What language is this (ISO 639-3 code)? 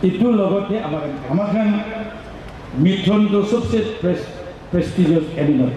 nag